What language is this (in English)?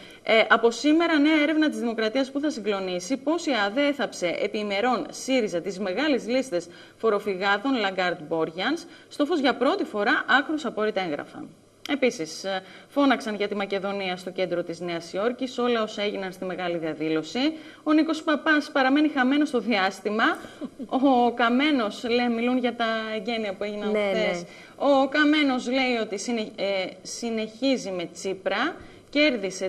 Greek